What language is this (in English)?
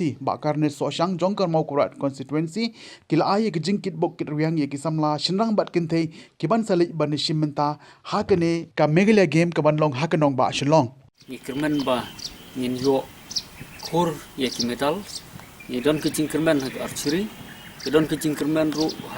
Khasi